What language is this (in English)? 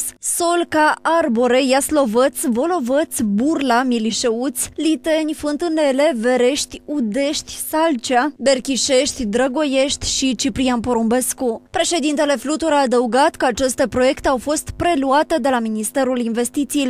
Romanian